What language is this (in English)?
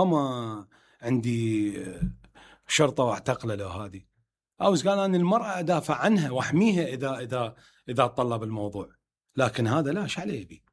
Mesopotamian Arabic